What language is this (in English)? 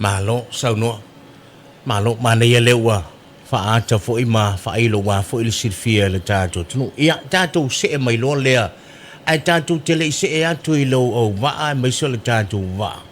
Samoan